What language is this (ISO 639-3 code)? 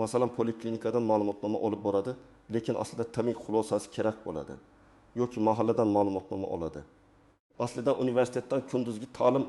uzb